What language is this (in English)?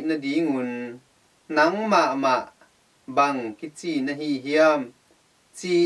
Tedim Chin